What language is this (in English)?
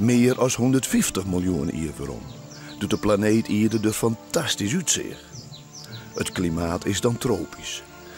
Western Frisian